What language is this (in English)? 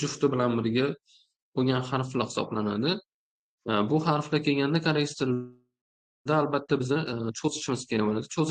Uzbek